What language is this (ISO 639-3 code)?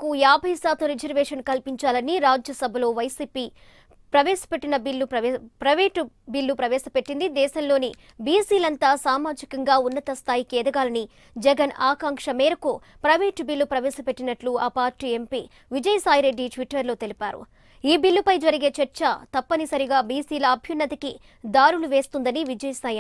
tel